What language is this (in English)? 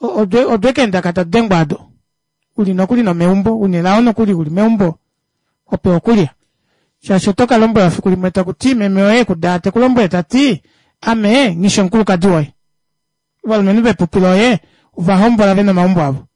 Kuanyama